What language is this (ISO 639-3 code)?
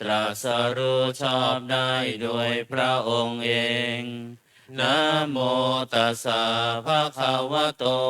pli